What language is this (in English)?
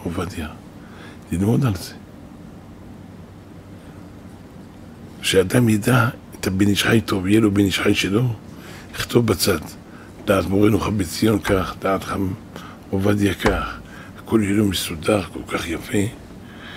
Hebrew